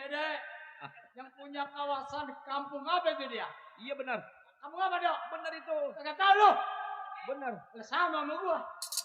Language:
Betawi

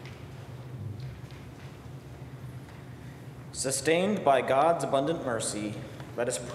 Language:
English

